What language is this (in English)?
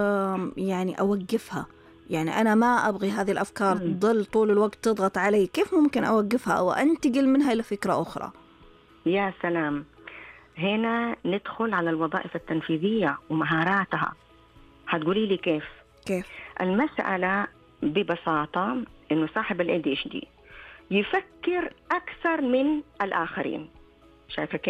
Najdi Arabic